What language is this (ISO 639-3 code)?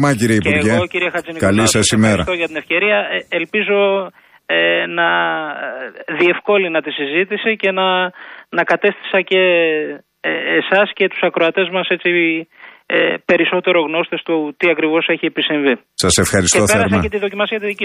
ell